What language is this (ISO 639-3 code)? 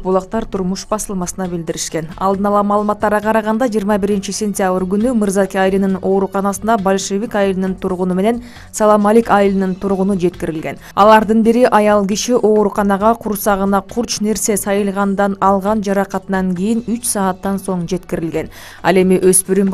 kir